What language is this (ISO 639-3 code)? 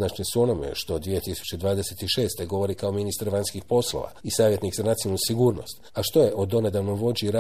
hrv